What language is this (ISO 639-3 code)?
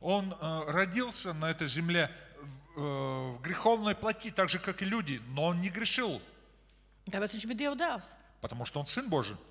rus